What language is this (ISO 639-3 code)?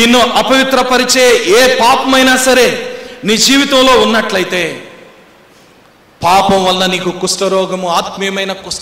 tel